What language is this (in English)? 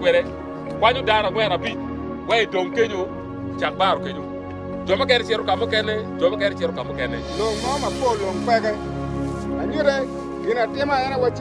Acoli